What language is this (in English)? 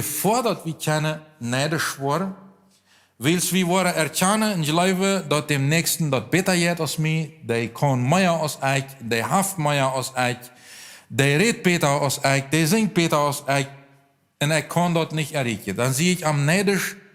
Plautdietsch